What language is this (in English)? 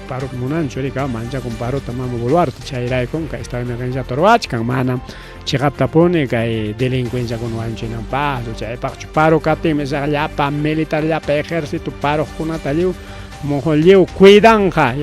Ayacucho Quechua